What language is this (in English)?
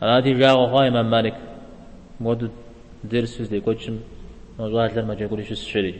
Kabardian